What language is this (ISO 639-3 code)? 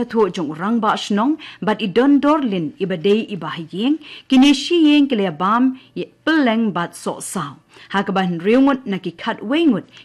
kha